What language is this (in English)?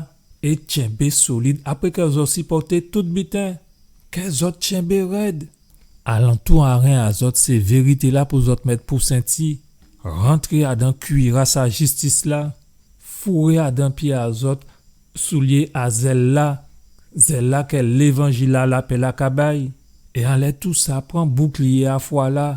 Guadeloupean Creole French